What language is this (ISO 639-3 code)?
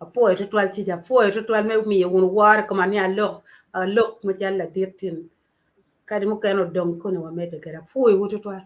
ach